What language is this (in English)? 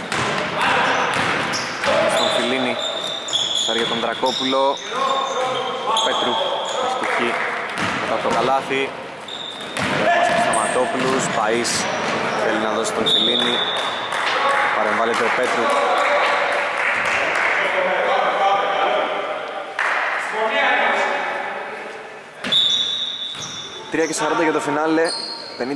Greek